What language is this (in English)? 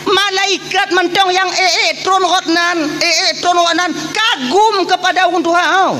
Achinese